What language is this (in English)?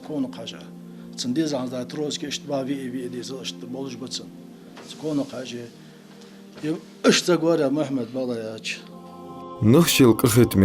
Ingush